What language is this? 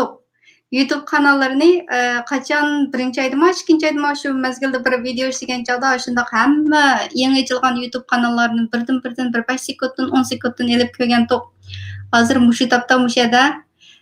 Uyghur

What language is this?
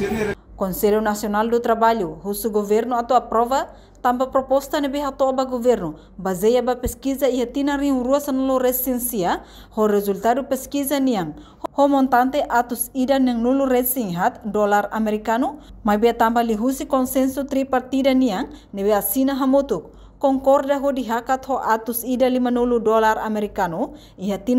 Tetum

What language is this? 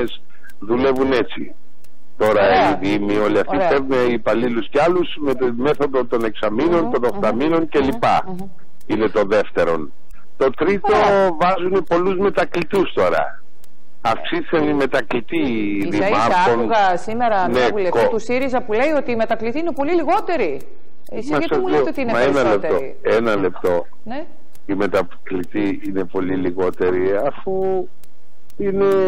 Greek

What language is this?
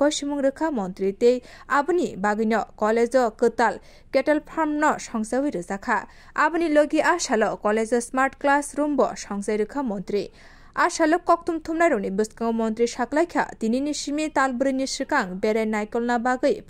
Kok Borok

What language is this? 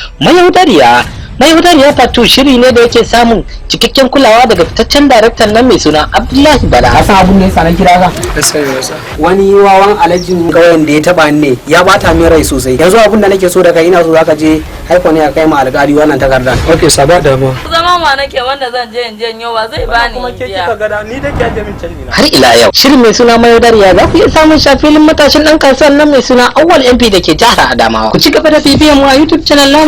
Hausa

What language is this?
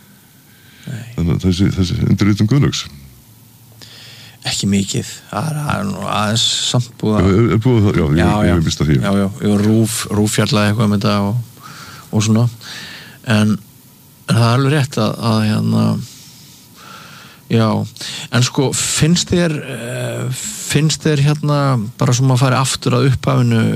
Icelandic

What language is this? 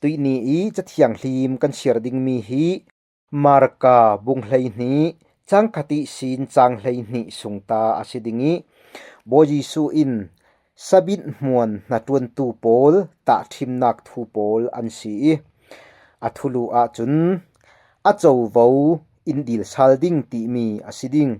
Falam Chin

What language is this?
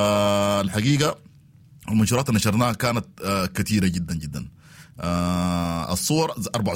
Sudanese Arabic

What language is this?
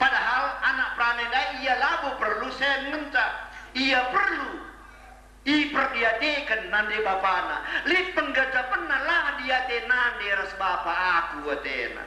Batak Karo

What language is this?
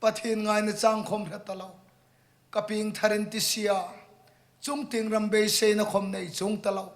Hmar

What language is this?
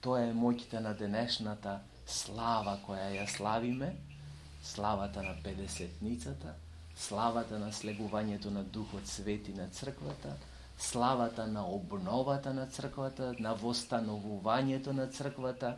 Macedonian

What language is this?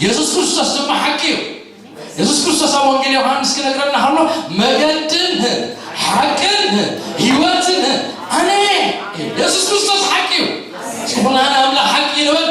Tigrinya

